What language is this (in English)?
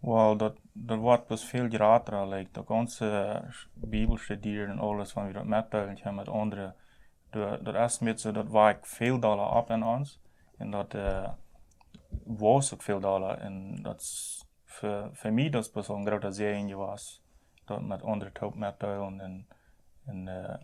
Plautdietsch